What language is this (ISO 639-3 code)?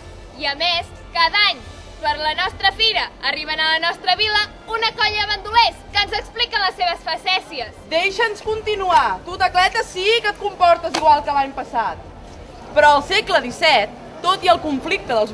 cat